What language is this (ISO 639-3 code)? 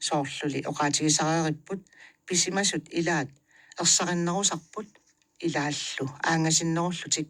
kal